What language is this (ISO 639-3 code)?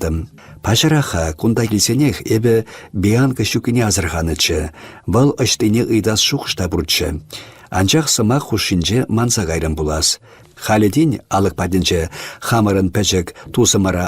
chv